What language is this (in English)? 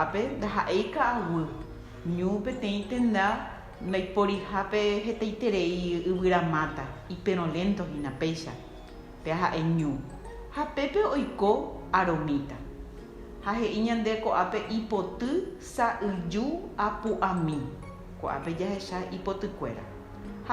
Guarani